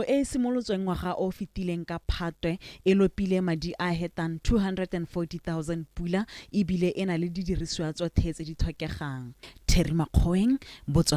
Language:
Tswana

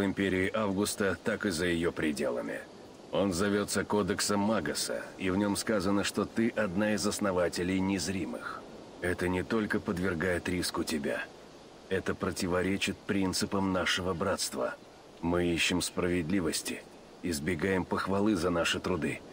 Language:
Russian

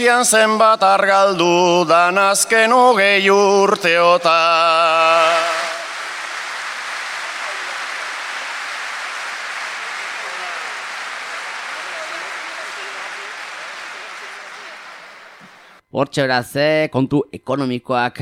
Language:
Basque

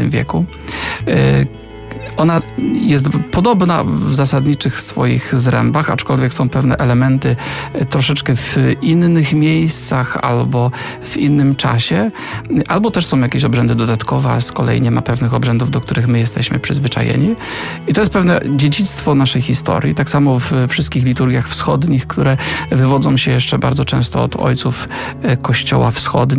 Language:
Polish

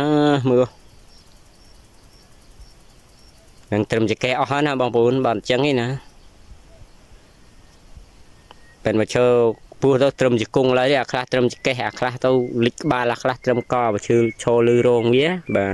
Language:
Vietnamese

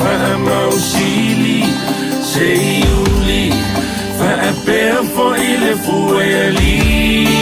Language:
Samoan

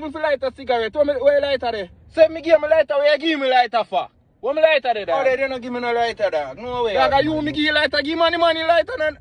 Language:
Jamaican Creole English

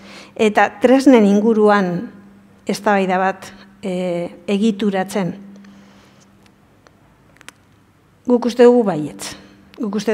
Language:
Basque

